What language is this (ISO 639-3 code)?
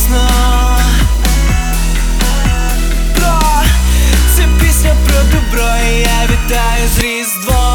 ukr